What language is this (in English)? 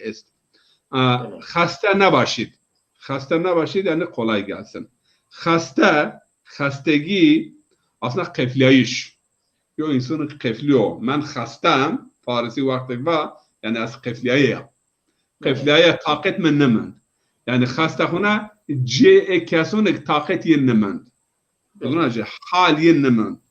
Zaza